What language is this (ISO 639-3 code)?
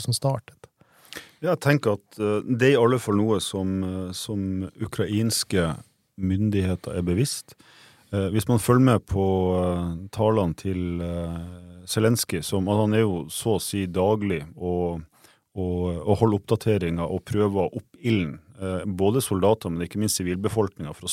nor